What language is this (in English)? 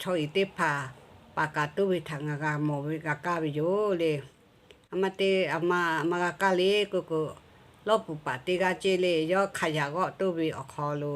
Lahu